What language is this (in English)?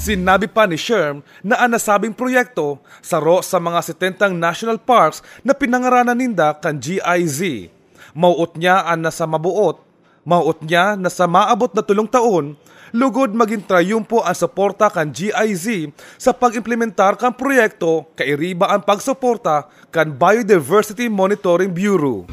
Bikol